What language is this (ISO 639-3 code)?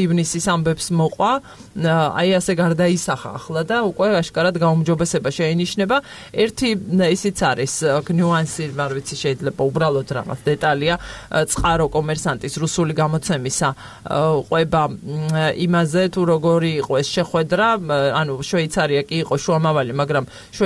kat